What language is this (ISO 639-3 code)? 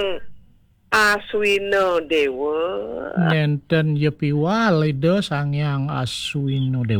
ban